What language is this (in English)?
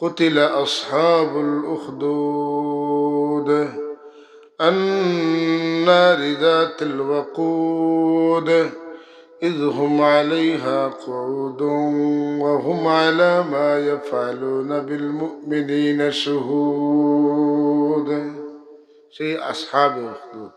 Sylheti